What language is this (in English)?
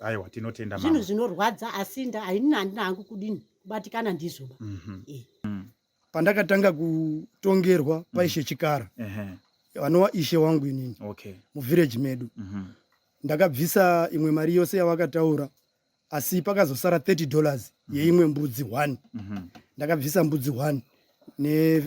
Shona